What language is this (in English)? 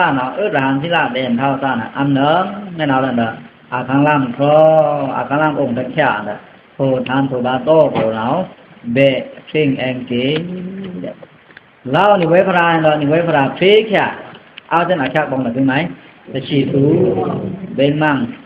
Pa'o Karen